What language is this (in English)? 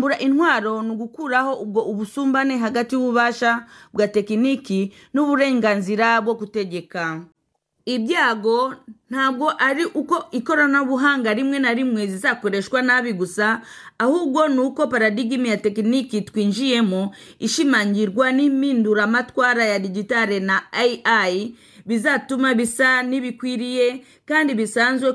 Kinyarwanda